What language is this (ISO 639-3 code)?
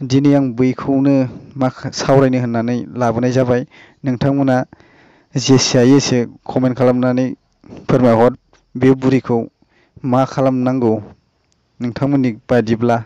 brx